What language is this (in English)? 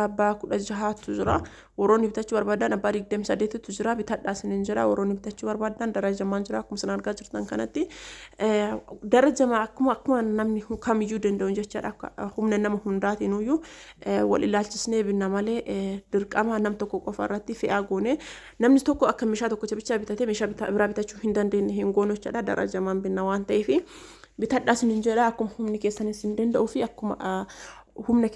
Oromo